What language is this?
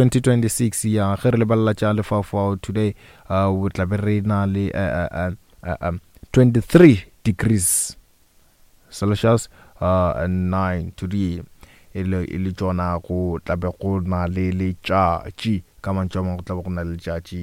Northern Sotho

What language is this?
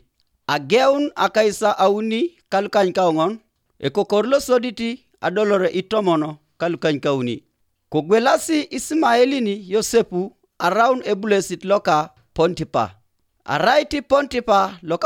Teso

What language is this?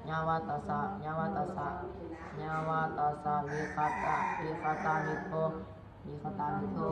Pali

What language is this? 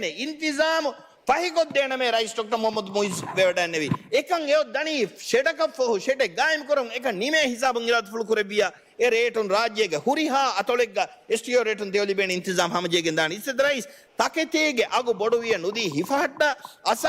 Divehi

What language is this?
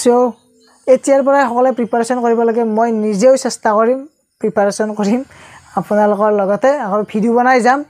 Assamese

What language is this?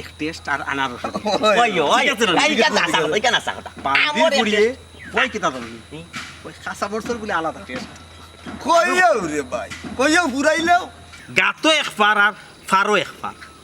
Sylheti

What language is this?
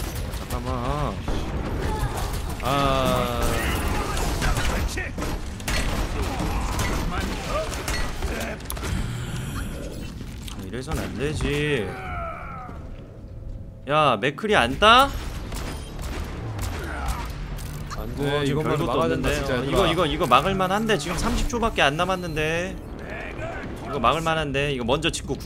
Korean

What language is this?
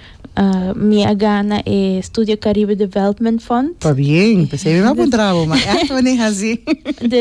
Papiamento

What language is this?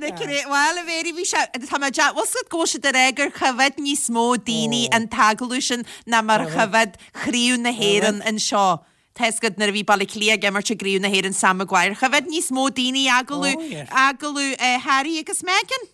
Irish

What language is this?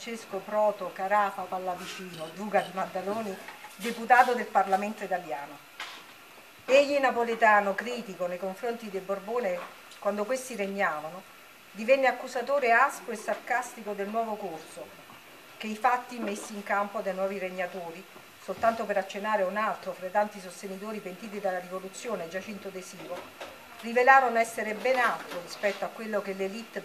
Italian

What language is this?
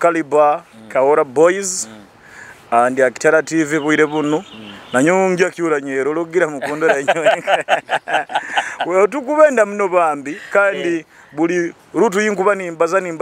Nyoro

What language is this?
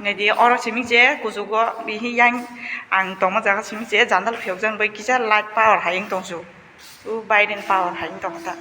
Kok Borok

